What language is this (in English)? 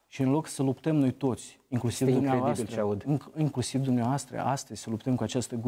Romanian